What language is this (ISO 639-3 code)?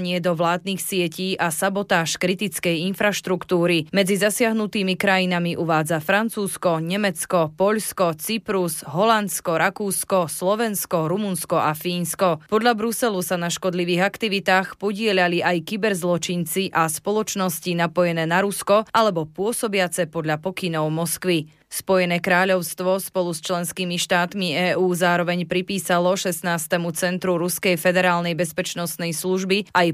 slk